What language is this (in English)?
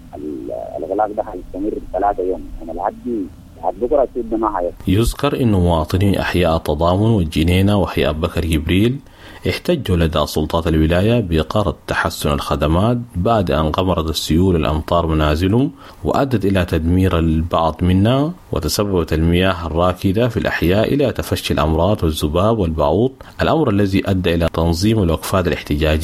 Sudanese Arabic